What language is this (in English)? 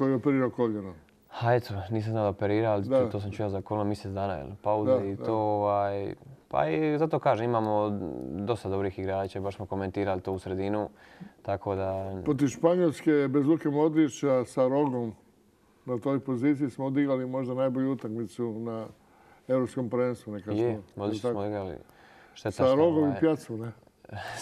Croatian